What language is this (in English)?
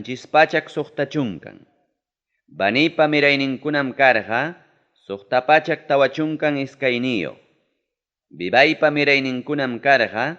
Ayacucho Quechua